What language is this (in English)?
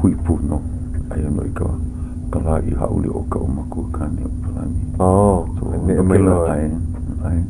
Hawaiian